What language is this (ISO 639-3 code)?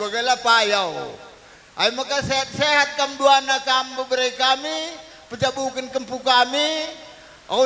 btx